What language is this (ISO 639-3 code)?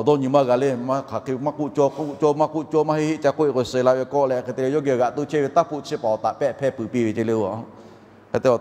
lhu